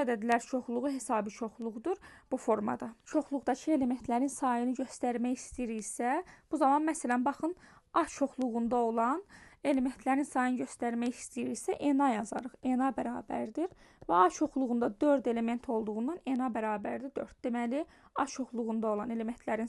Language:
Azerbaijani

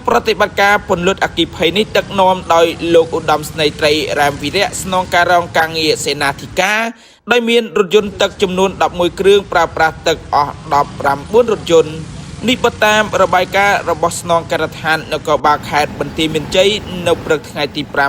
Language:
Khmer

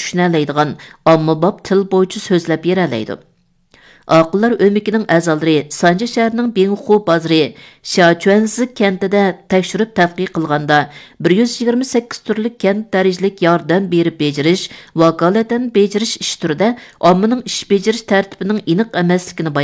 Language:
Uyghur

